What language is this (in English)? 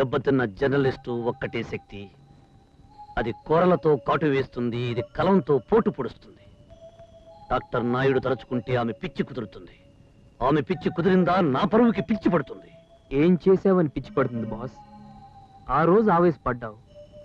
Telugu